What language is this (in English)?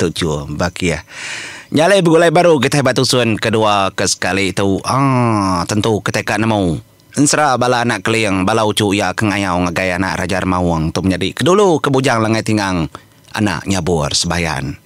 Iban